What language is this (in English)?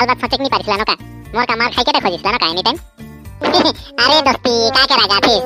Sadri